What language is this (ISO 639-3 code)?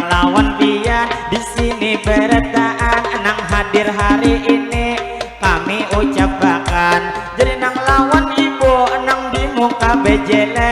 bjn